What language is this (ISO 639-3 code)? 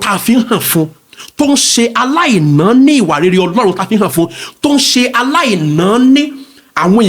yor